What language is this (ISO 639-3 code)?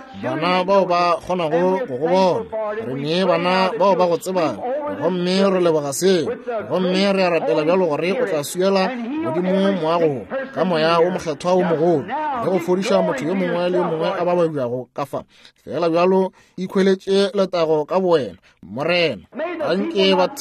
nso